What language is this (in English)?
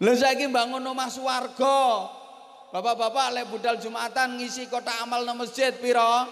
Javanese